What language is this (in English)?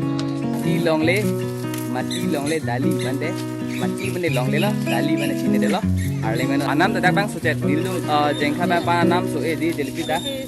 Karbi